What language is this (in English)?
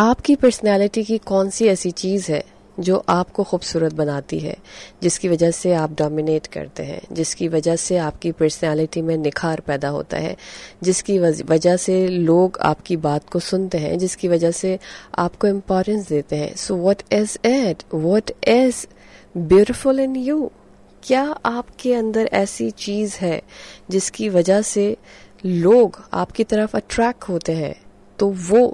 Urdu